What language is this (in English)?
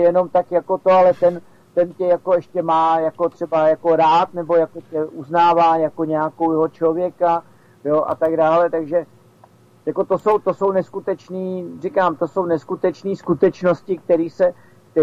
Czech